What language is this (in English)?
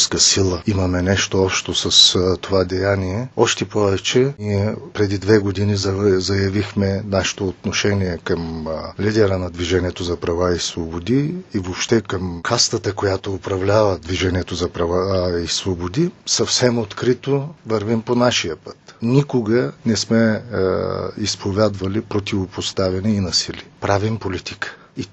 Bulgarian